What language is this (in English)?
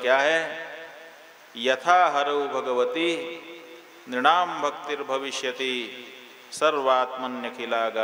Hindi